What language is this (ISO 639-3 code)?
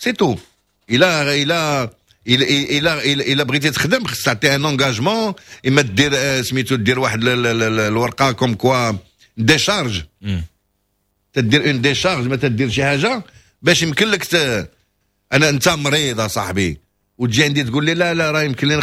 ary